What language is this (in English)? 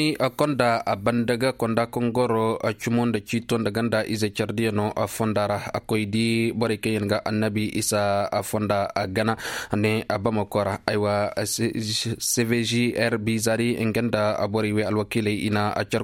Koyraboro Senni